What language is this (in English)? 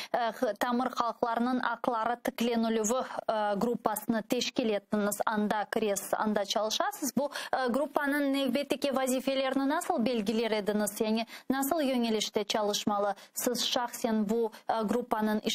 Crimean Tatar